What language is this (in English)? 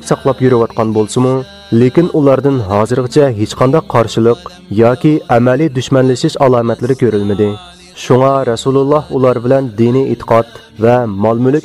Uyghur